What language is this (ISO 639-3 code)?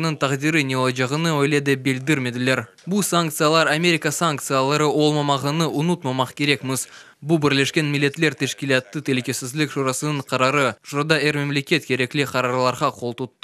crh